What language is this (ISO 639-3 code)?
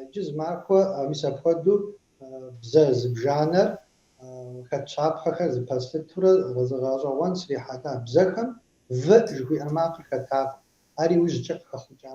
kbd